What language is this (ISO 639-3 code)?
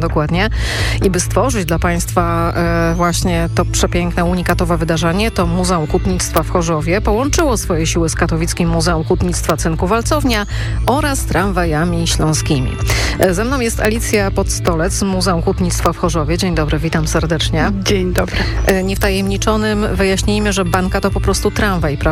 pol